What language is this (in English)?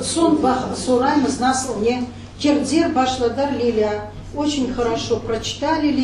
Crimean Tatar